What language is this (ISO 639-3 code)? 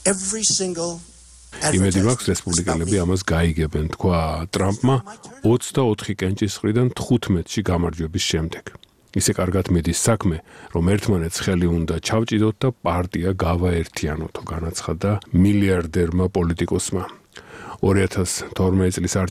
kat